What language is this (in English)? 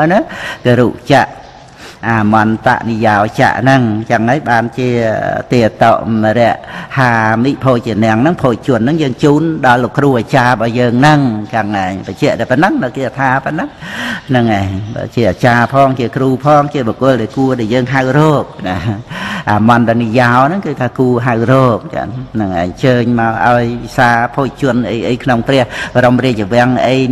Khmer